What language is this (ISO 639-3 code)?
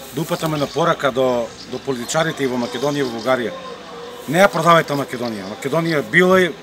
mkd